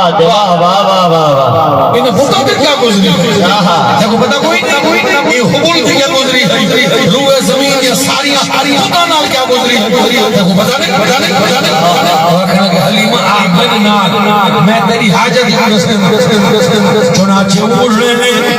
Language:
Saraiki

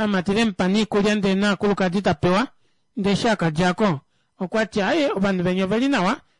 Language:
Kuanyama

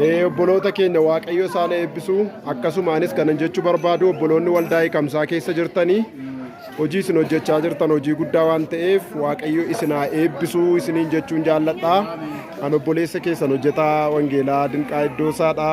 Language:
Oromo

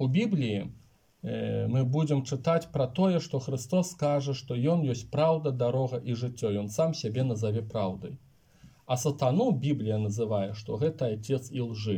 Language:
Belarusian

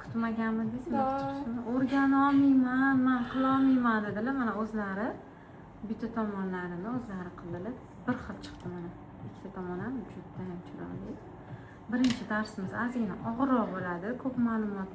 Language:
Uzbek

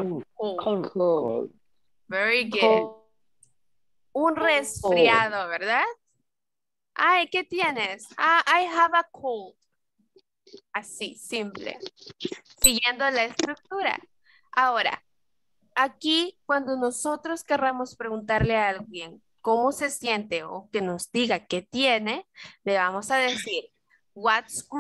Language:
Spanish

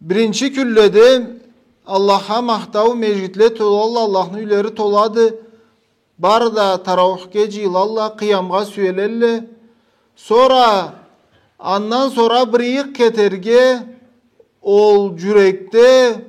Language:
Karachay-Balkar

